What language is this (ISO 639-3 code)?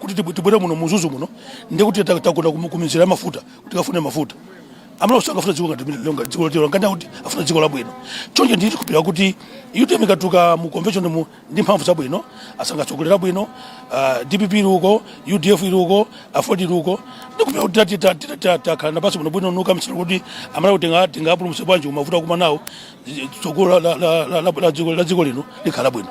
nya